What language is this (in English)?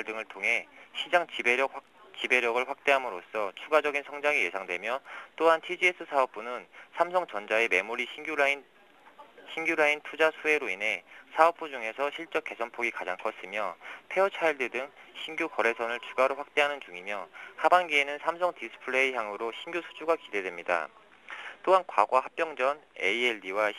Korean